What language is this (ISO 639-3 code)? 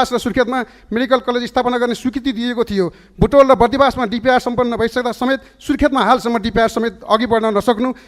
nep